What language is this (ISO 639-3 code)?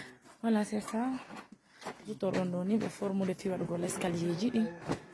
ful